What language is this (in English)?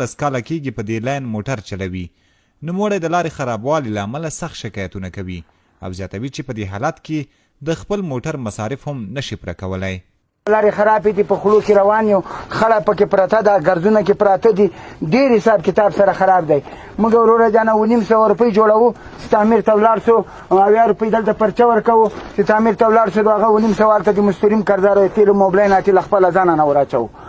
Pashto